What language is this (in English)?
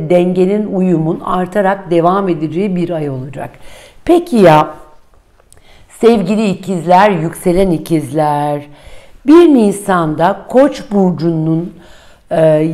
Turkish